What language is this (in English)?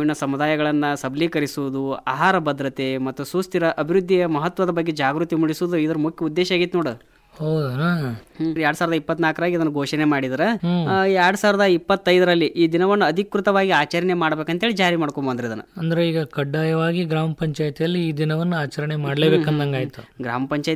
Kannada